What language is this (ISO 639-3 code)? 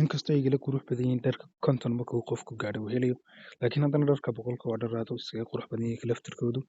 som